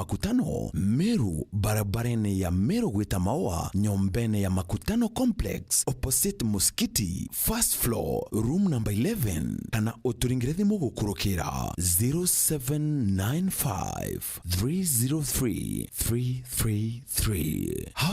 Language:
Meru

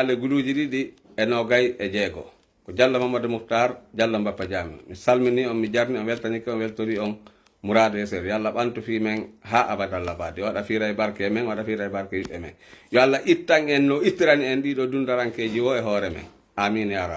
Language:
Fula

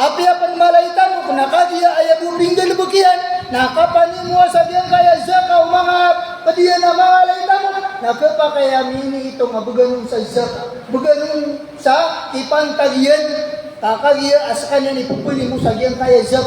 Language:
Maranao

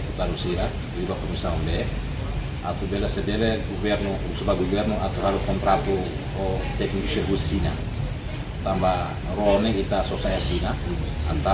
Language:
Tetum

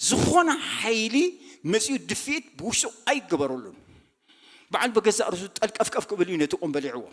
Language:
Tigrinya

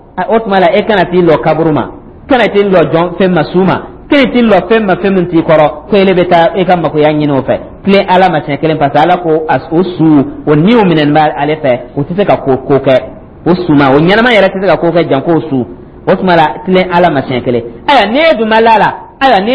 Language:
Dyula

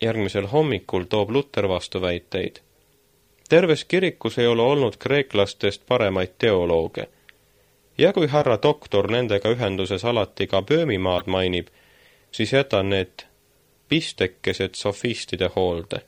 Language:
Estonian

